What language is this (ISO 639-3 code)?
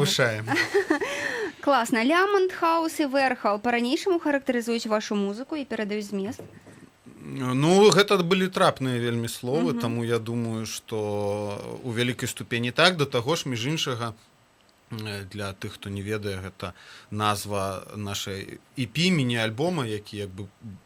bel